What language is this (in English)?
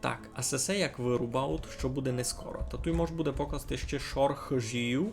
Rusyn